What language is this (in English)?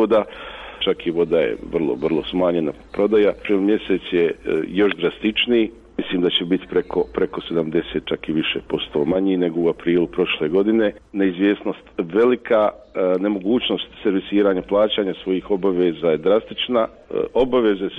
Bosnian